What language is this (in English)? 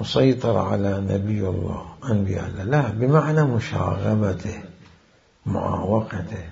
Mesopotamian Arabic